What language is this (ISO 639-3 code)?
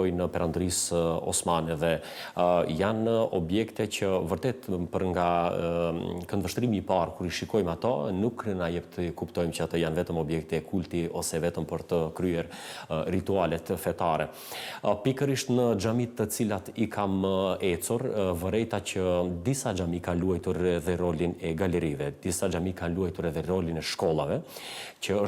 sqi